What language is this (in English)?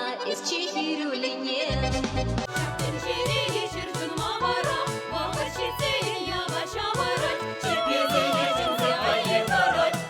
Chuvash